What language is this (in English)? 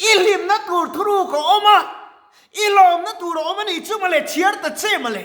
Mizo